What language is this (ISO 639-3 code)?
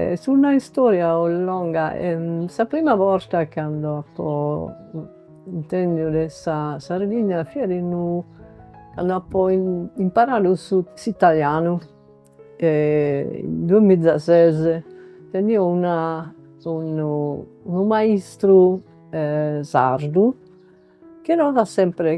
srd